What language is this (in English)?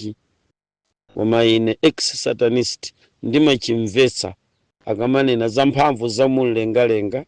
Nyanja